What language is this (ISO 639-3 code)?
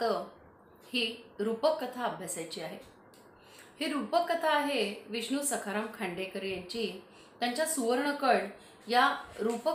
mar